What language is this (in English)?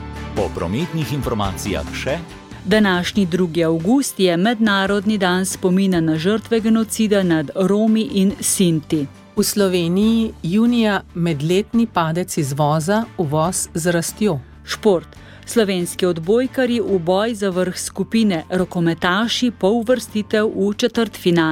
Slovenian